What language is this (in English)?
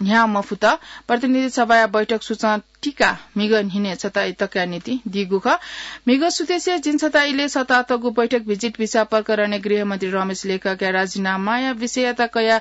Newari